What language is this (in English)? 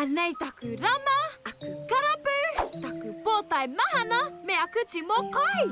Māori